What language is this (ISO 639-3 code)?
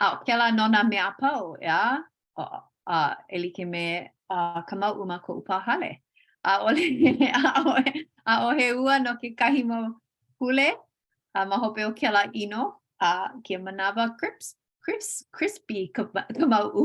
haw